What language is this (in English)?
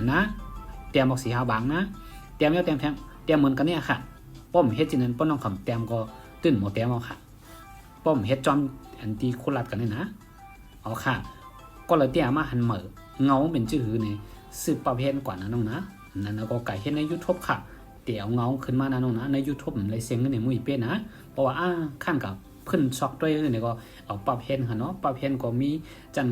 Shan